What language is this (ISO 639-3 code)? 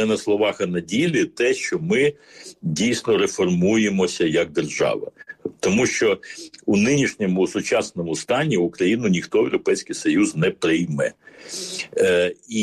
ukr